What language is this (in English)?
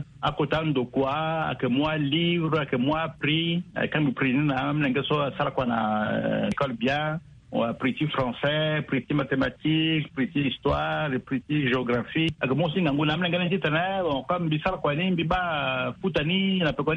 Sango